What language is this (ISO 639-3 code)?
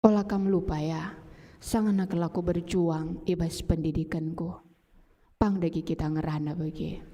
btx